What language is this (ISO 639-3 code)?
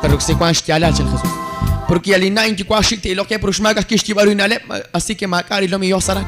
kek